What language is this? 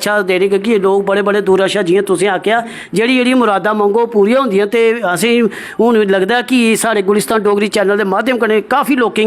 Dogri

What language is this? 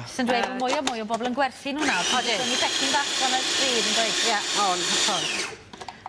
Welsh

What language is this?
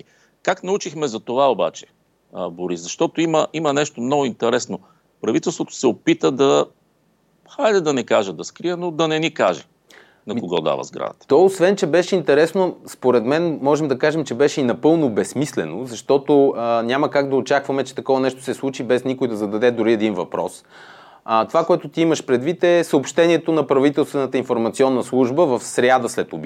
Bulgarian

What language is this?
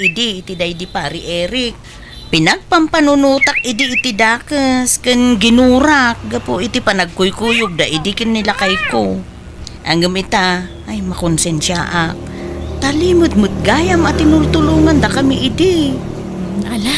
Iloko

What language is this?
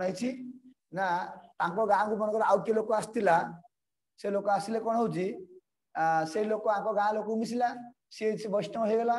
Odia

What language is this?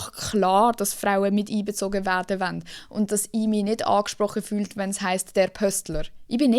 Swiss German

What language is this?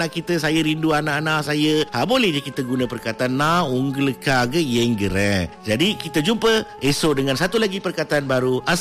Malay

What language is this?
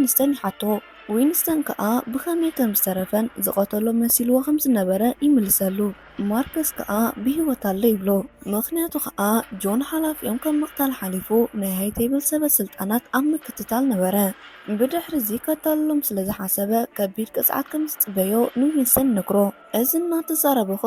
Tigrinya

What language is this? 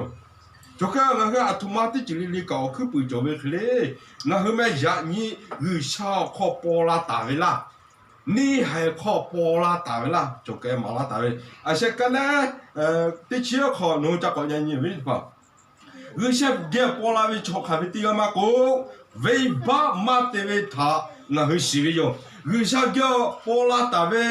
Lahu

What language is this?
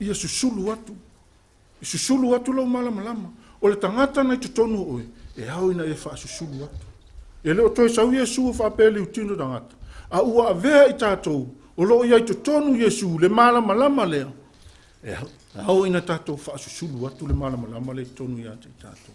Samoan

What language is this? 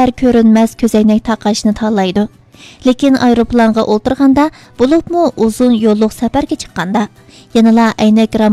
Uyghur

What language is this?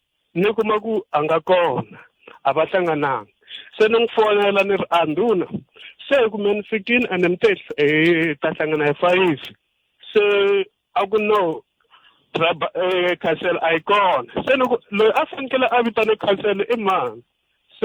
Tsonga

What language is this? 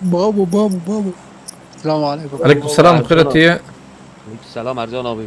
Kurdish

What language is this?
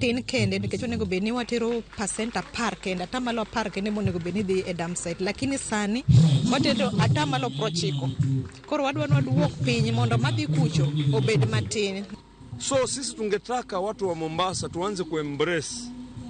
Luo (Kenya and Tanzania)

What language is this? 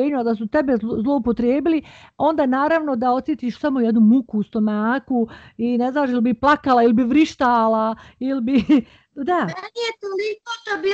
Bosnian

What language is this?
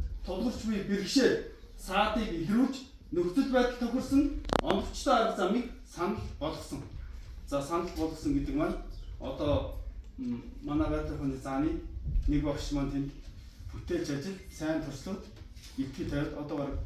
Mongolian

